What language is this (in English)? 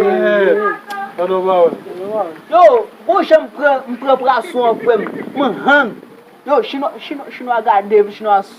Haitian Creole